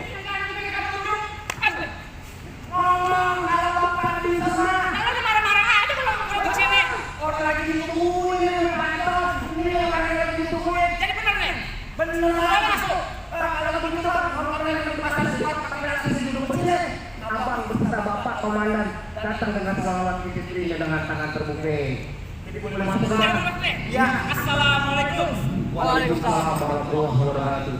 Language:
Betawi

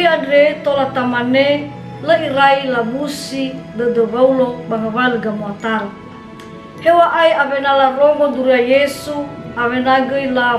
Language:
Nias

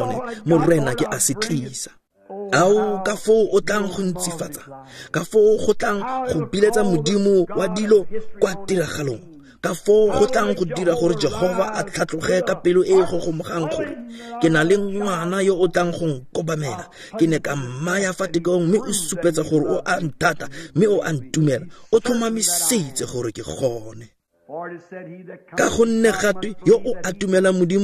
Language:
Tswana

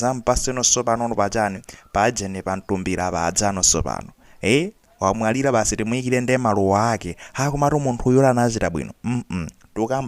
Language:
Nyanja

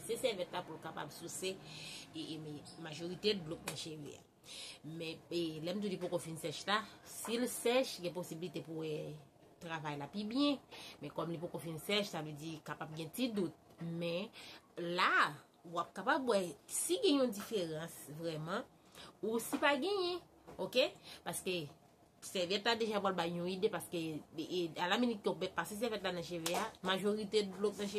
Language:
Haitian Creole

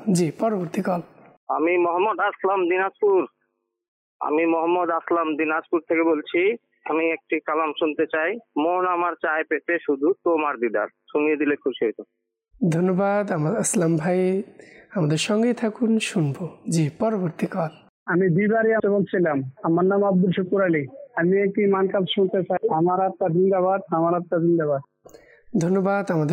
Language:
Bangla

